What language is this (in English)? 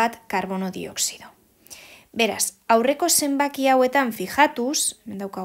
Basque